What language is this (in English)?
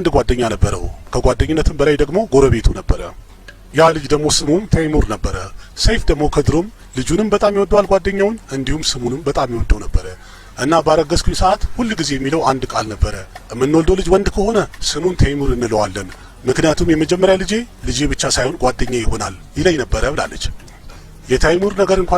Amharic